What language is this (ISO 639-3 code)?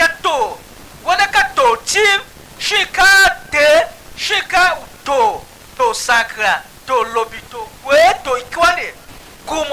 tiv